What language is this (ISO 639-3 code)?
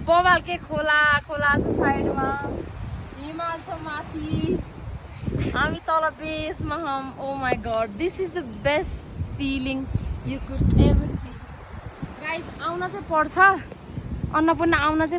nep